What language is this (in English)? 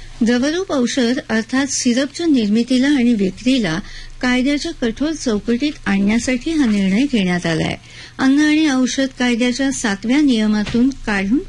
Marathi